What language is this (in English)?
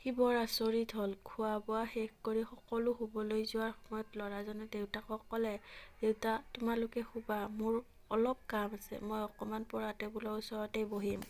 Assamese